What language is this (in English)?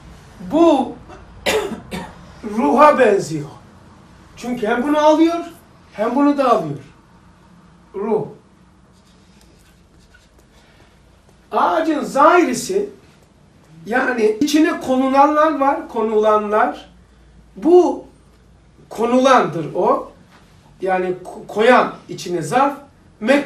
Turkish